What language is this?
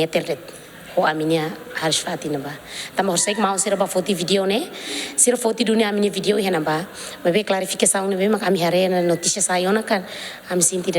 Tetum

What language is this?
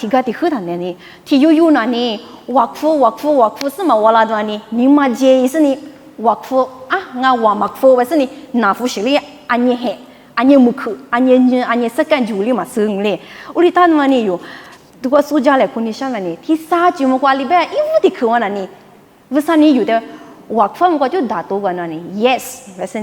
Lisu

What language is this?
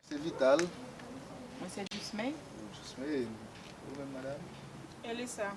Haitian Creole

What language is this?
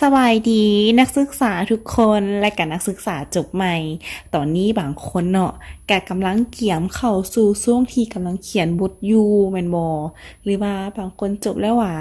Lao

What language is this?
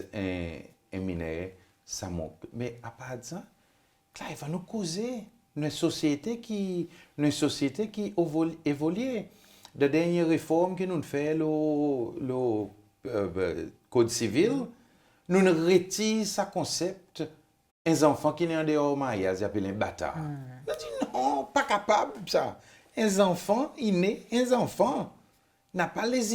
Seselwa Creole French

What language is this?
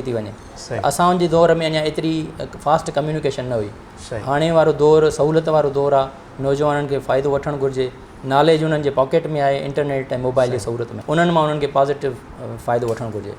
Sindhi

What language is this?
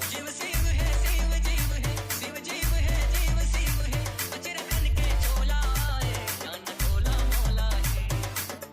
Chhattisgarhi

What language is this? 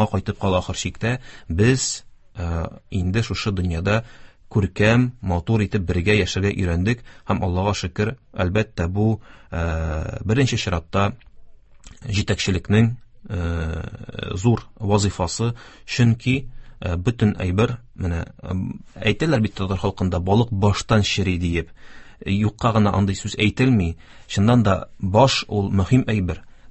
Tatar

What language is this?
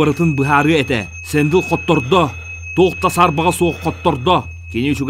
Yakut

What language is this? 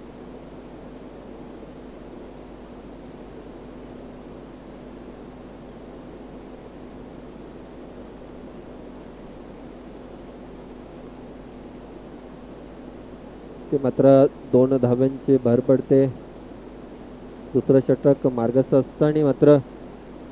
Marathi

